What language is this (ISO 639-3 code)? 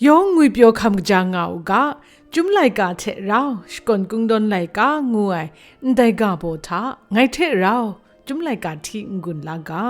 kac